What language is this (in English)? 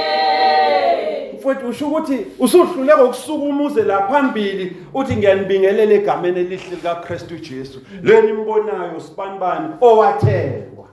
Zulu